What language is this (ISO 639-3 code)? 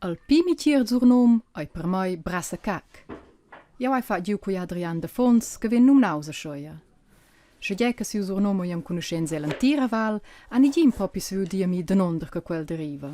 roh